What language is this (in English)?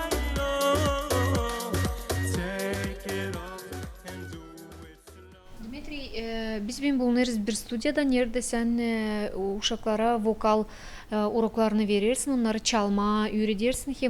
Gagauz